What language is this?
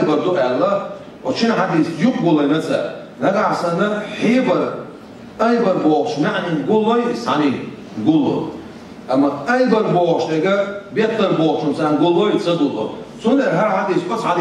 Chechen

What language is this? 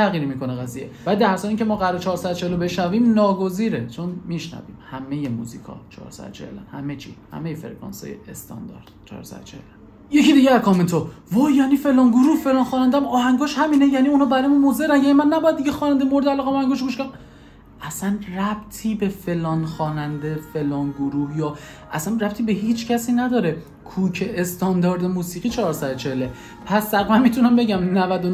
Persian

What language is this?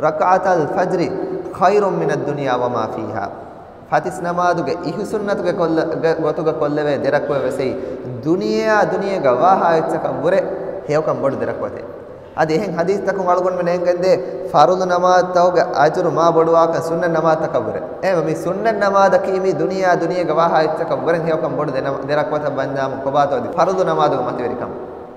Divehi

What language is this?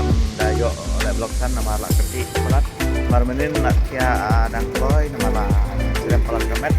Khasi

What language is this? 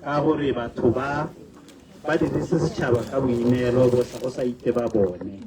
Tswana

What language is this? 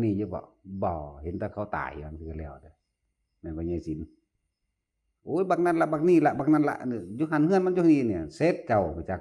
Northeastern Thai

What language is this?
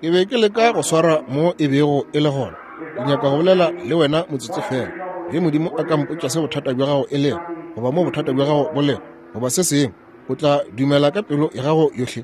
Northern Sotho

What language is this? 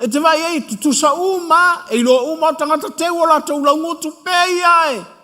Samoan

